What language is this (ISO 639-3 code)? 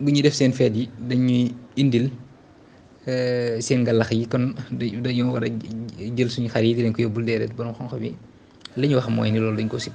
wol